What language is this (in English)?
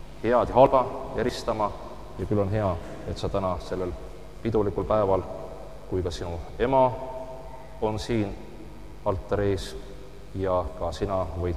Estonian